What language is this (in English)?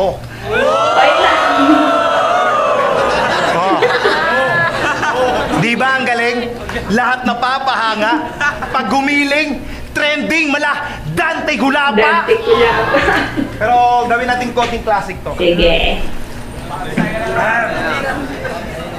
Filipino